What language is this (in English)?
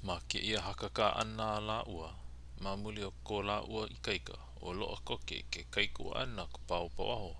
Hawaiian